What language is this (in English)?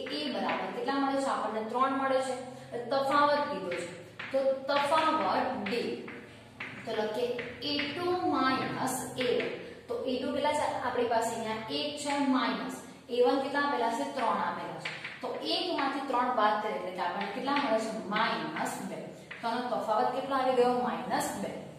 Gujarati